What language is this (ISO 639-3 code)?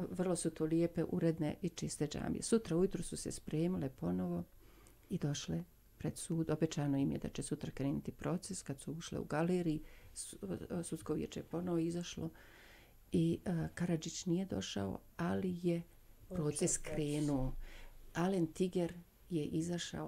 bos